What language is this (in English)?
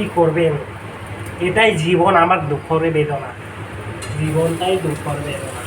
Assamese